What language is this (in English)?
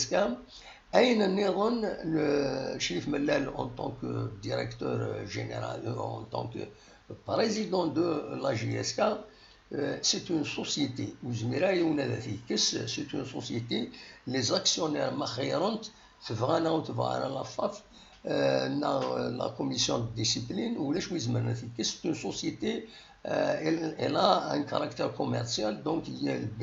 Kabyle